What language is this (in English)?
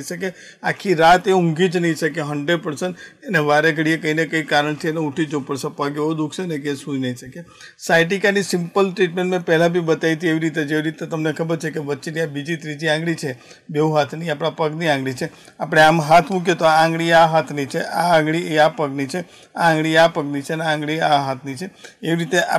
Gujarati